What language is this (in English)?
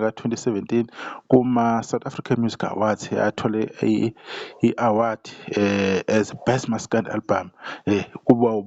Zulu